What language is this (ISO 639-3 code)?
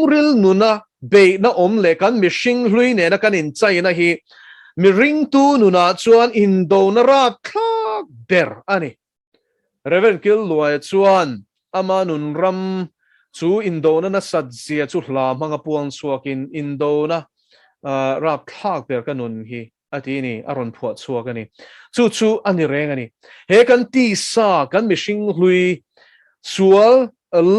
lus